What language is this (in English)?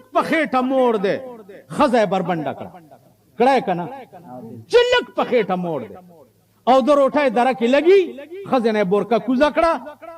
Pashto